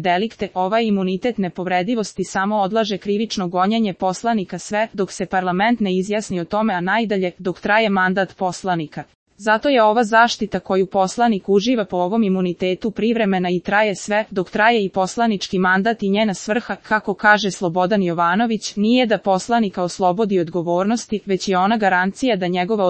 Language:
Serbian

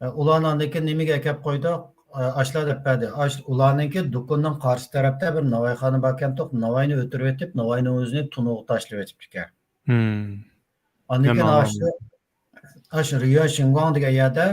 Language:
Uyghur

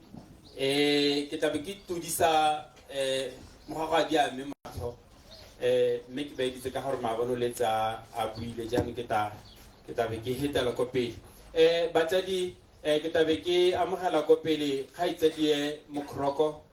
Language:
Tswana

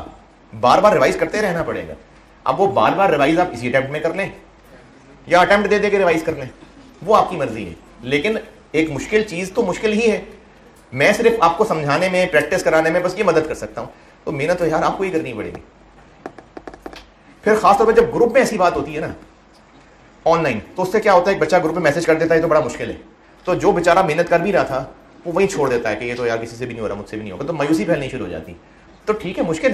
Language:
Hindi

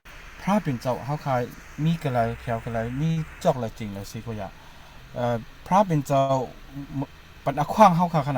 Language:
Shan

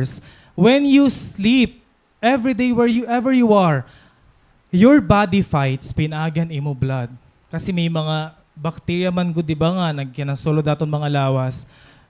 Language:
Waray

